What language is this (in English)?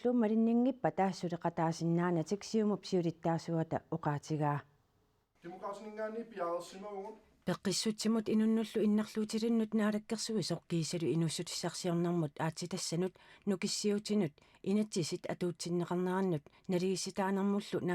Kalaallisut